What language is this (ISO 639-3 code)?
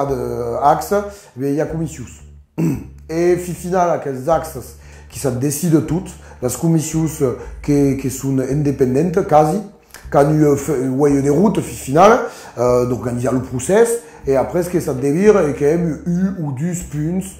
oci